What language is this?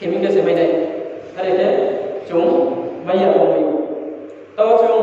Riang (India)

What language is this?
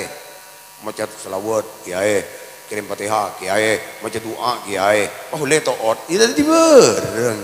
Madurese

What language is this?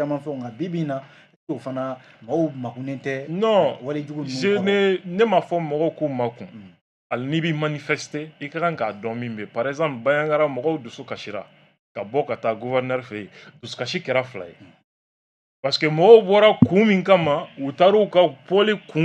Bambara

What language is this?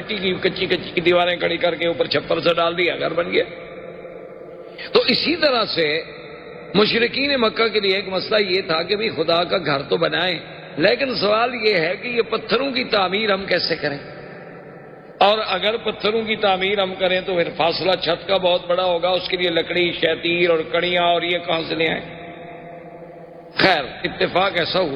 Urdu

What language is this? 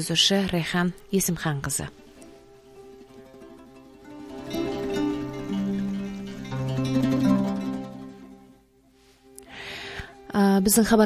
Kazakh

